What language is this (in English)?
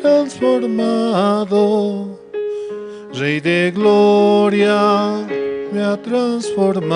South Bolivian Quechua